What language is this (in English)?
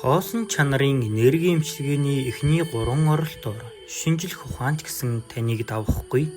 Mongolian